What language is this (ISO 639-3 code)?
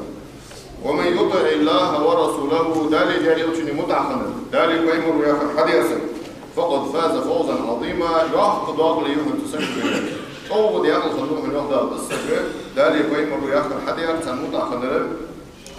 inh